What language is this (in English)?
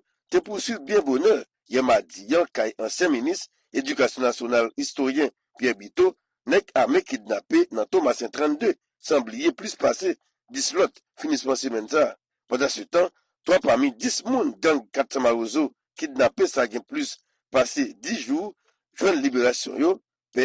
Haitian Creole